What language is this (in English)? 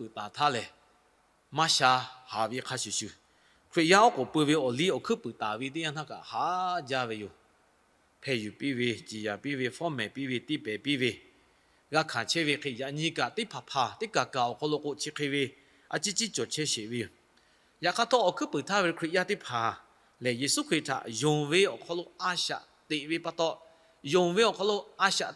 Lahu